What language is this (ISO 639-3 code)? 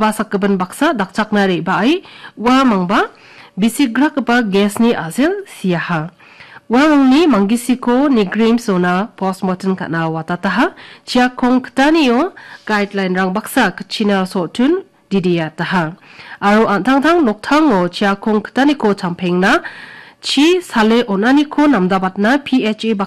grt